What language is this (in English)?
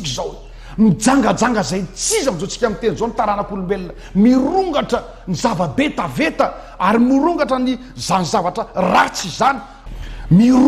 Malagasy